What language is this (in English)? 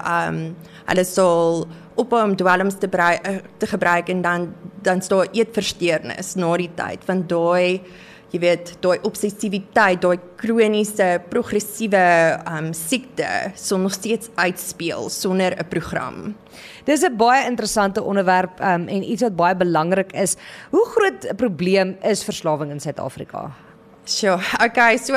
Afrikaans